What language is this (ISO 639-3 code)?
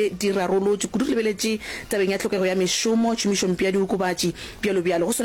nso